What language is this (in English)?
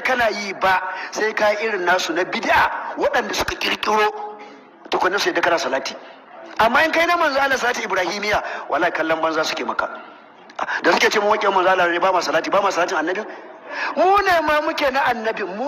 Hausa